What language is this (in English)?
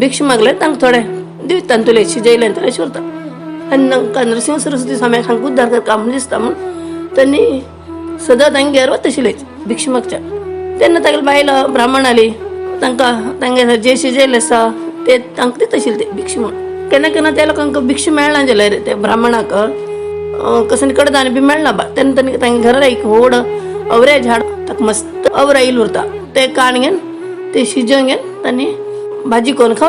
Konkani